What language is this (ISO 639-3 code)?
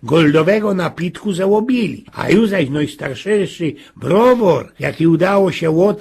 szl